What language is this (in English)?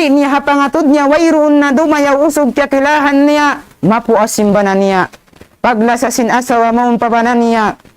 Tausug